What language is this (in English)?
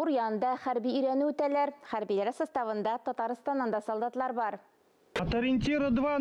Tatar